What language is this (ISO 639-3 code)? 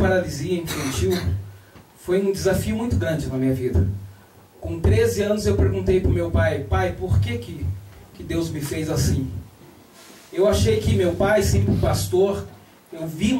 por